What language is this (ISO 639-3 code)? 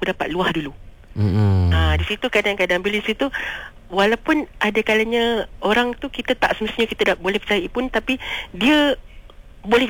msa